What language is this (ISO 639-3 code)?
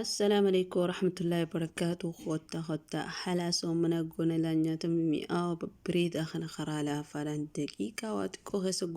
orm